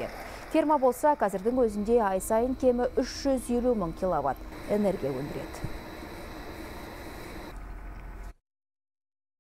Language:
Kazakh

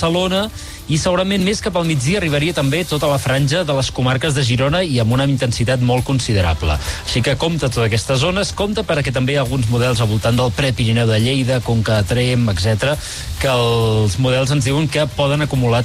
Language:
Catalan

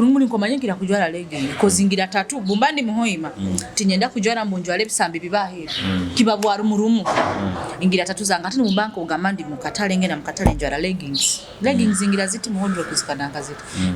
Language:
Nyoro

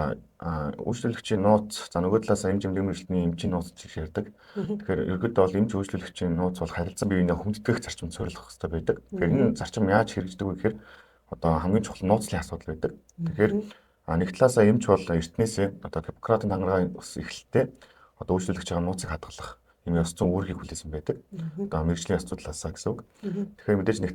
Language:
Mongolian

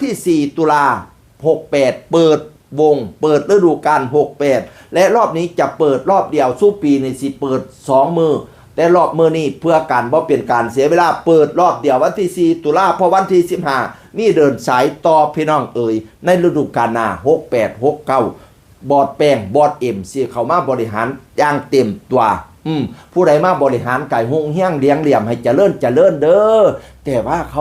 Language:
Northeastern Thai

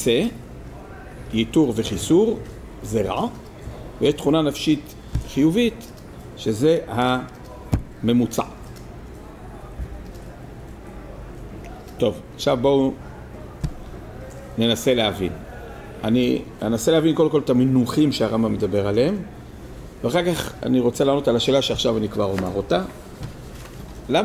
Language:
Hebrew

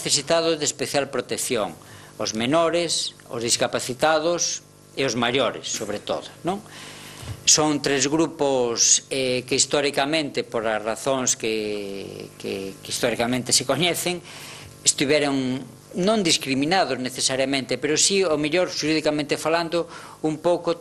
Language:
Galician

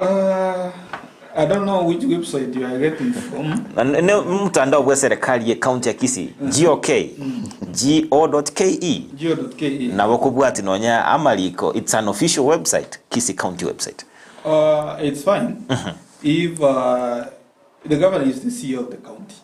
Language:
Gusii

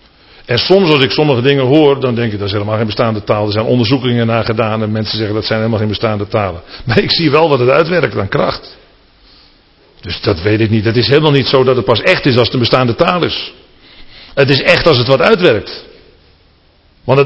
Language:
Dutch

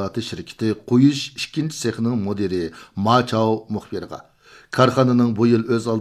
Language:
Uyghur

